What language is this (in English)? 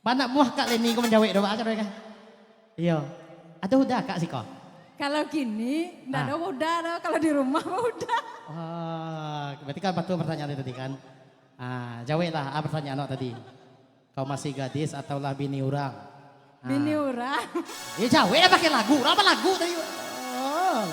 Minangkabau